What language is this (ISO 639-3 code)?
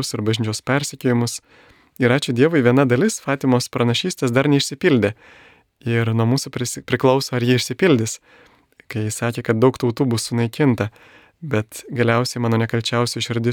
lit